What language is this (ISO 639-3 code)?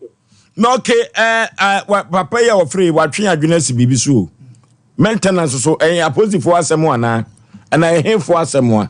aka